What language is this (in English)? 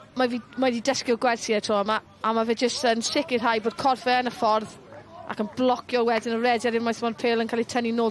Welsh